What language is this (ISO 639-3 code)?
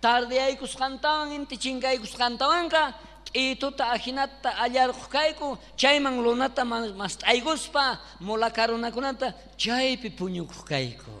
quh